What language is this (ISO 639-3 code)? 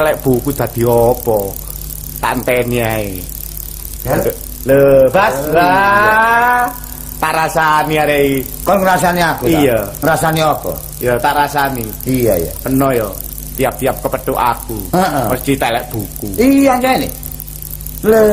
jav